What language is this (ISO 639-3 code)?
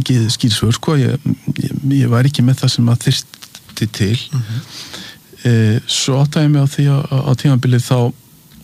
isl